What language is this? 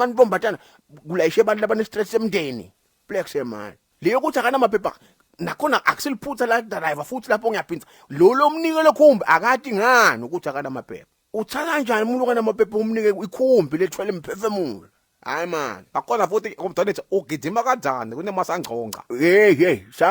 Zulu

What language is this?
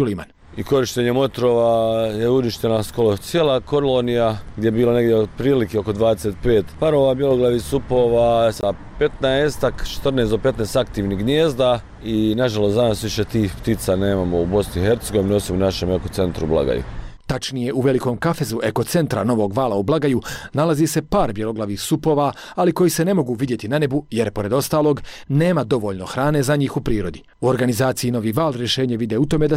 Bosnian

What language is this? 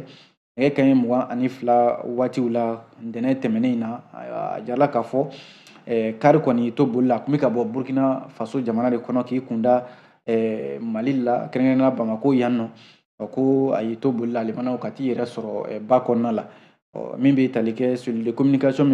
Bambara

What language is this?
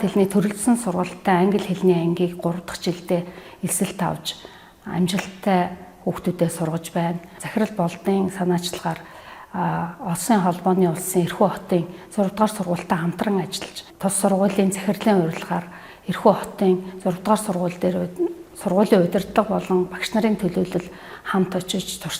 Mongolian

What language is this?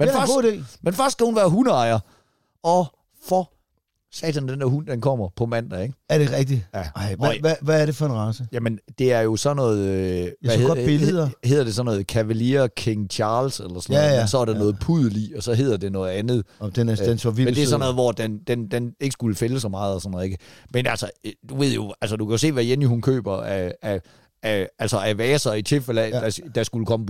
Danish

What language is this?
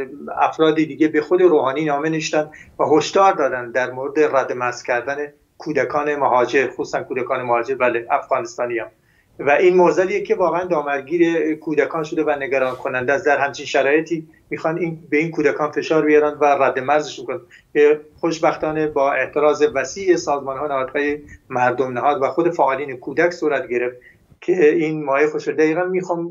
Persian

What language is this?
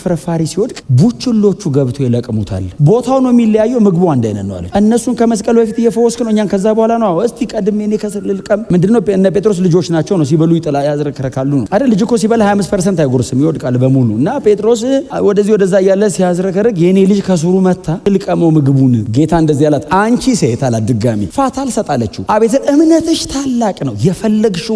Amharic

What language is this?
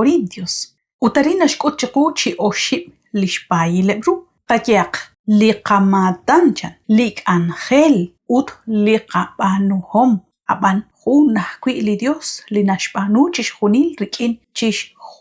Kekchí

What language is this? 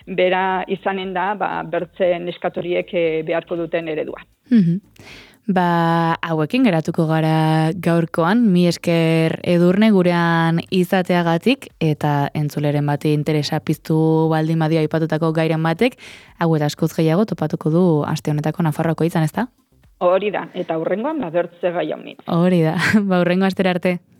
Basque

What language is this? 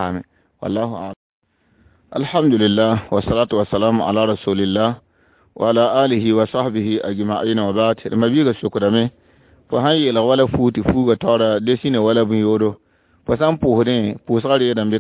Mossi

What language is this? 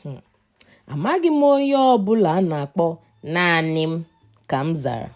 Igbo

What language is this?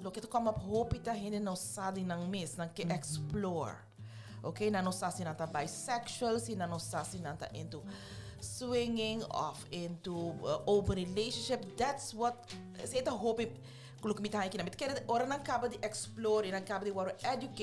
Papiamento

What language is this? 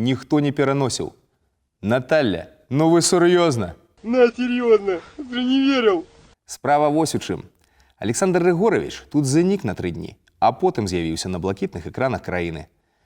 Belarusian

